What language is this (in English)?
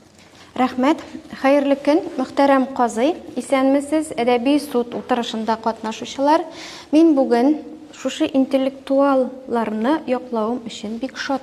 Tatar